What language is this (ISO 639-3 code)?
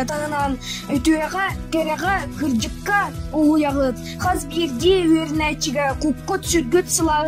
sah